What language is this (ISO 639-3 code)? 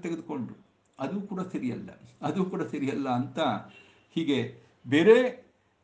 kan